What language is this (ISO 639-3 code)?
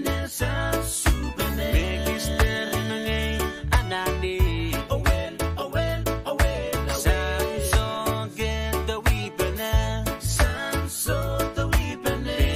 pon